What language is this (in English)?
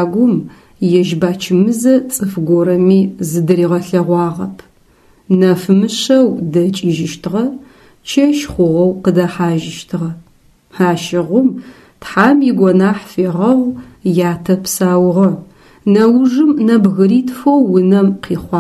Adyghe